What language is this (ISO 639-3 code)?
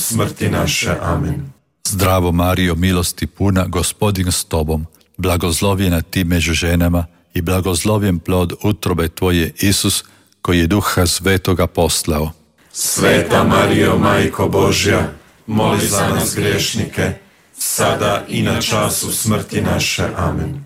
hrv